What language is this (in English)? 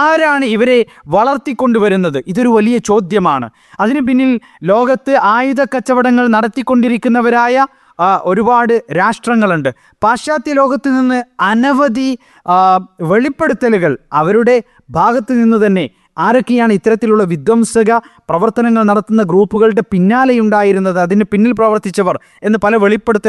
Malayalam